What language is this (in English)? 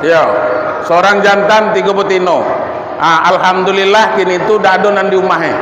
Minangkabau